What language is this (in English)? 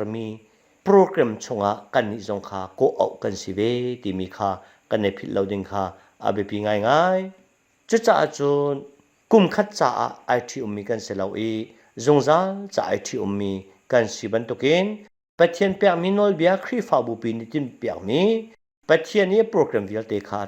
Hakha Chin